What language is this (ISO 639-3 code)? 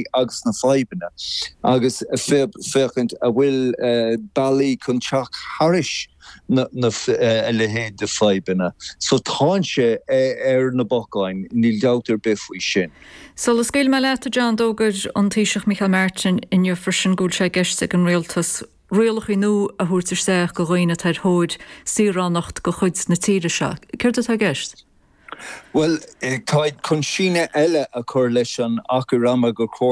gle